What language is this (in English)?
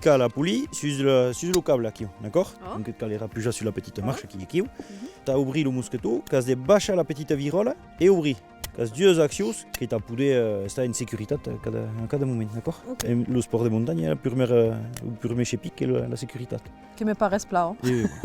Occitan